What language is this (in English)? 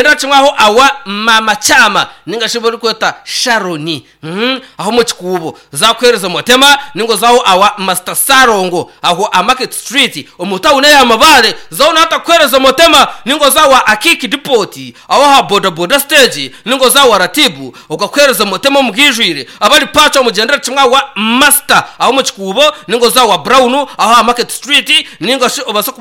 Nyankole